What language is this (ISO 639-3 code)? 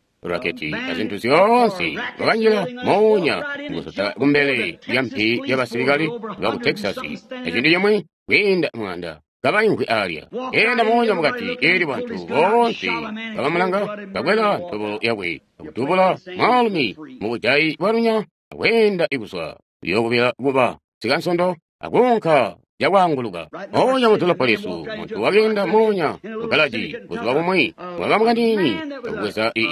toi